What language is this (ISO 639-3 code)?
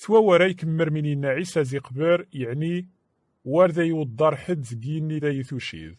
kab